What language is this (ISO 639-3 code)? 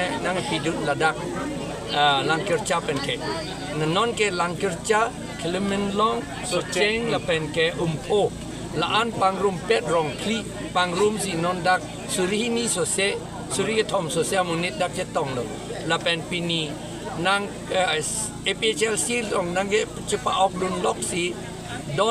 mjw